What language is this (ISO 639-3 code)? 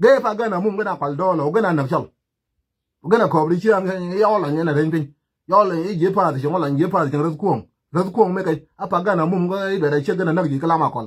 nus